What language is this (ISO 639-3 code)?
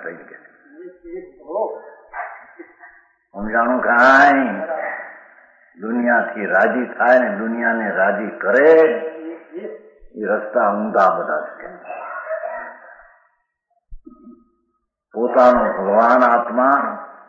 guj